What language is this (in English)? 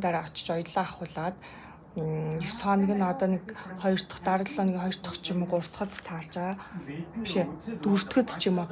Mongolian